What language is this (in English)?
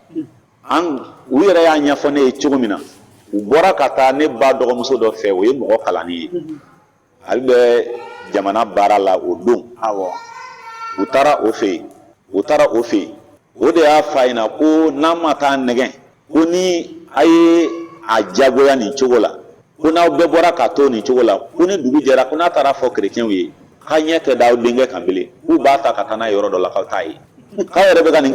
Bambara